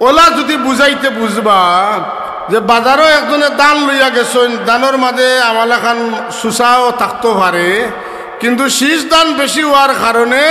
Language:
Sylheti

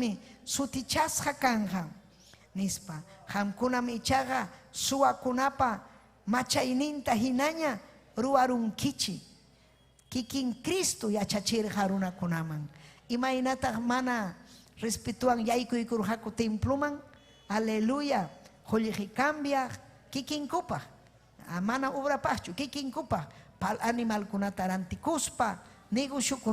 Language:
Ayacucho Quechua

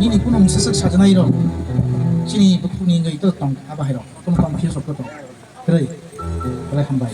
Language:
Kok Borok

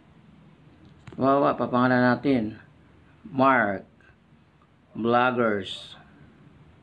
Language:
Filipino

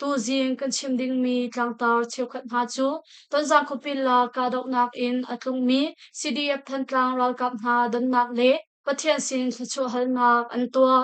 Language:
Hakha Chin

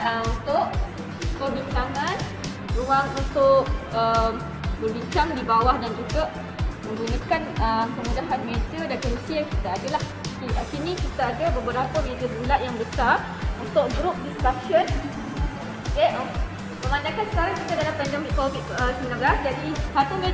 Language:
Malay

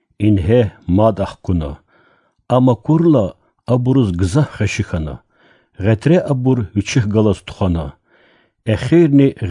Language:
Lezghian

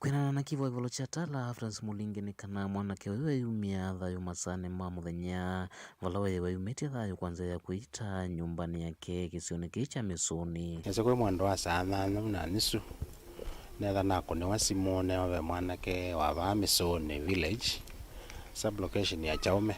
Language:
Kamba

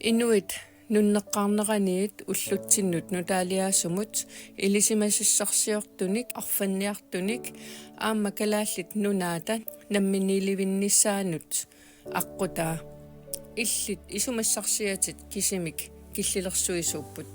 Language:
Kalaallisut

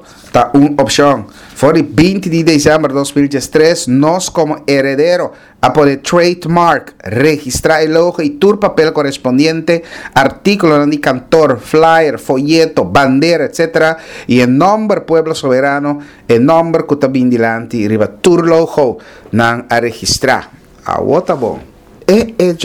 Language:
Papiamento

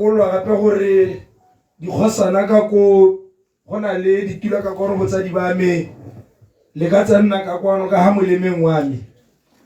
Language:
Tswana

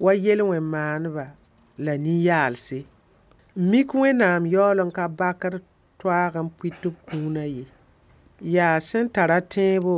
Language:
Mossi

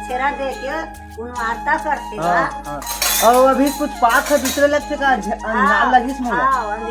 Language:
Chhattisgarhi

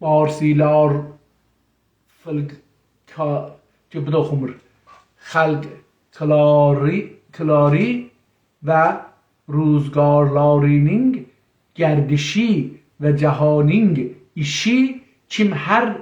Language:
South Azerbaijani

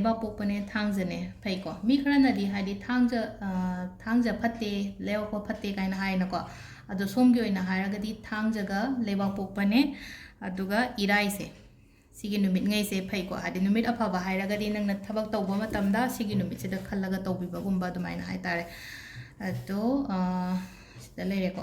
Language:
Manipuri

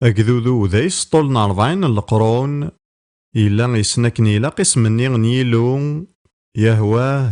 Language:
Kabyle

